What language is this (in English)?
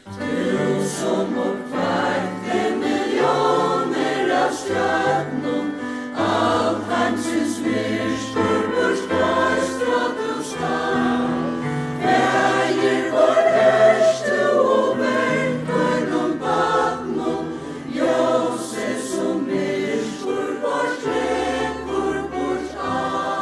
Faroese